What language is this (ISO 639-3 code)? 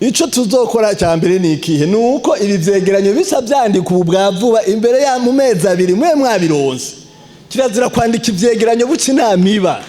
run